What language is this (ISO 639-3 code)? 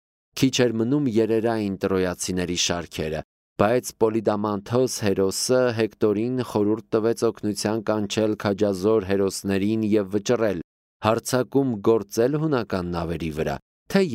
hye